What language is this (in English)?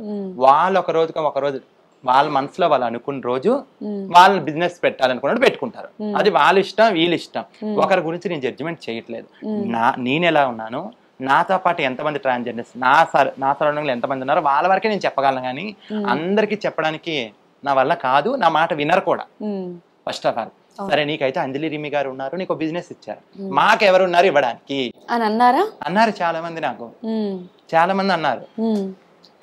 Telugu